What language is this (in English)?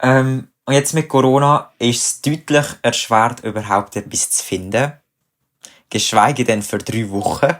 Swiss German